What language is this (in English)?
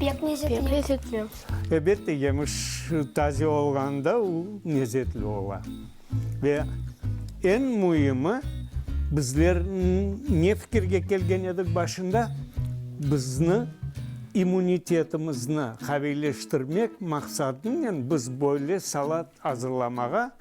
Crimean Tatar